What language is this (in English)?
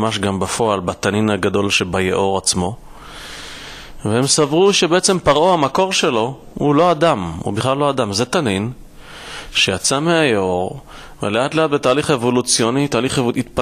Hebrew